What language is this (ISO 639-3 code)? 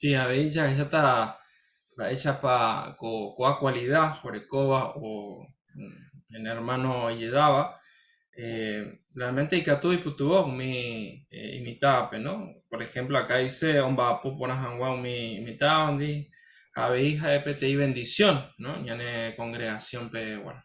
grn